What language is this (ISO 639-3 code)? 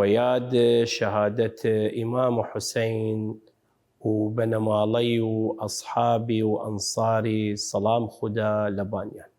sdh